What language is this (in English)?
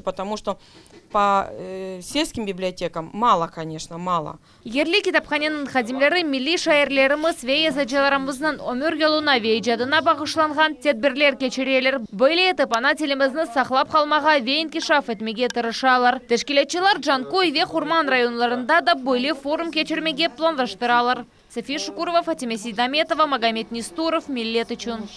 Crimean Tatar